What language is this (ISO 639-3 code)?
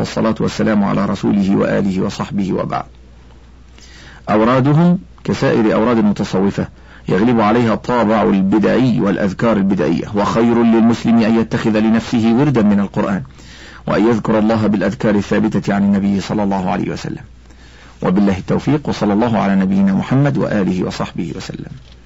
ara